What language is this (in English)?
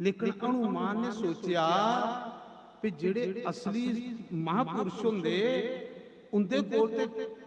Dogri